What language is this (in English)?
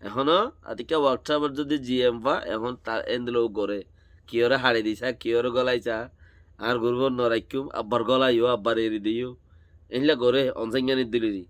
Rohingya